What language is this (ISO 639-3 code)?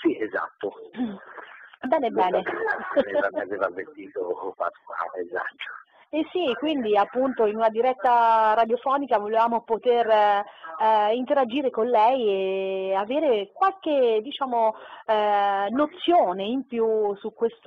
ita